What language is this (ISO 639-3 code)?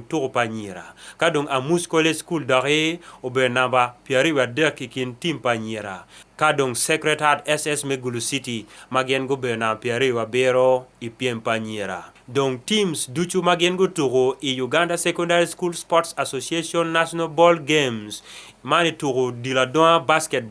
ach